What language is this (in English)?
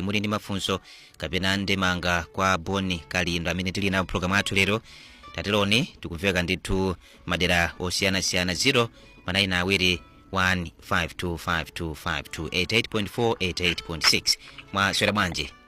Nyanja